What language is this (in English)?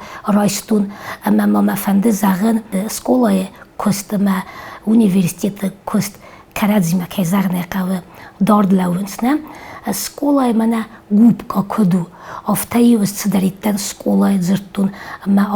Ossetic